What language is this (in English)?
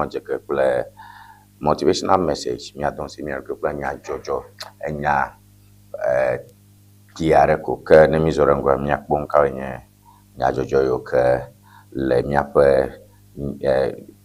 Ewe